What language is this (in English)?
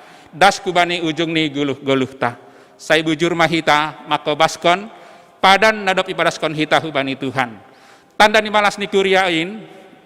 Batak Simalungun